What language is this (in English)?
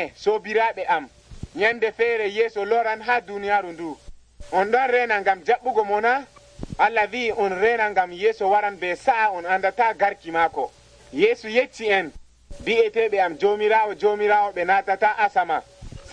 Nigerian Fulfulde